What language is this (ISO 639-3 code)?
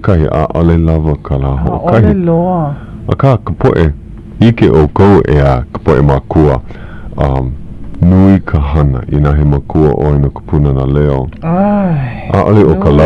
haw